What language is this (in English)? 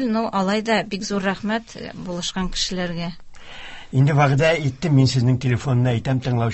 Tatar